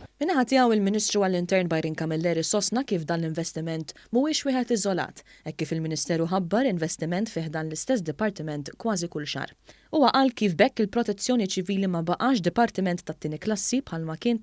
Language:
Maltese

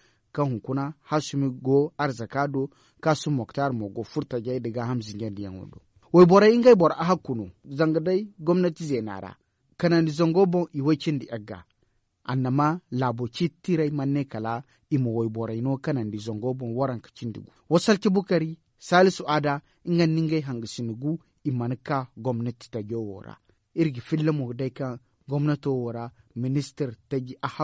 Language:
Zarma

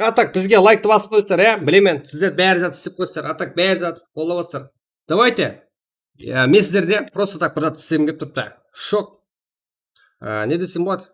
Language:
Kara-Kalpak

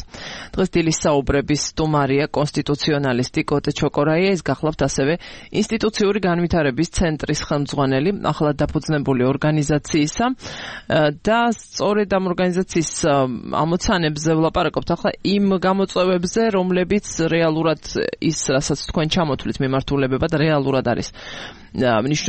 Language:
Georgian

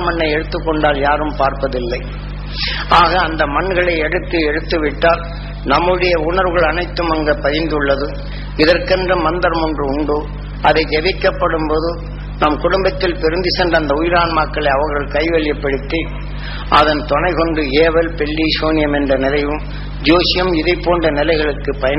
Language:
Tamil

